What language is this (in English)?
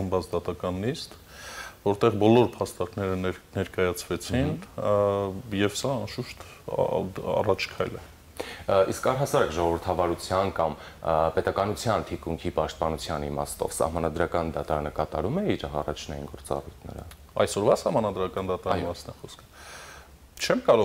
Armenian